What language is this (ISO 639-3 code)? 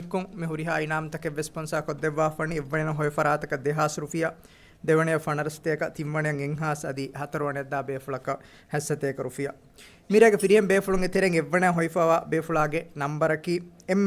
div